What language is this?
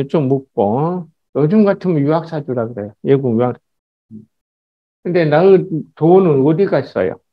Korean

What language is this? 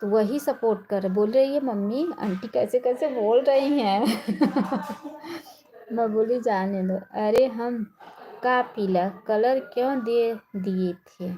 Awadhi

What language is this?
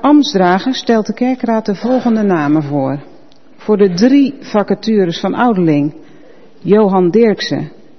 Dutch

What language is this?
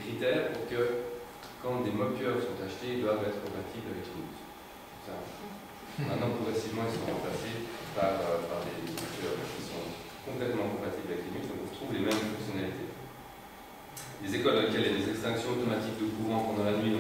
French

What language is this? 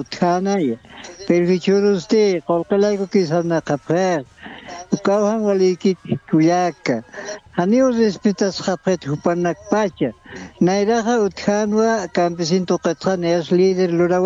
Aymara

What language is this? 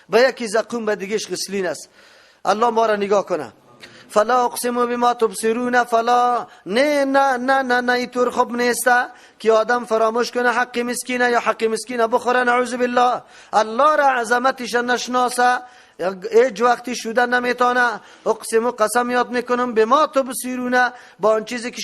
Persian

